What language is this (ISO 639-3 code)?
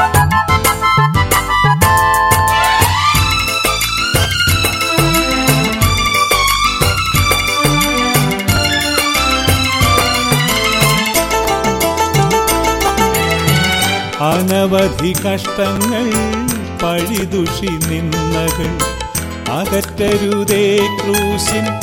mal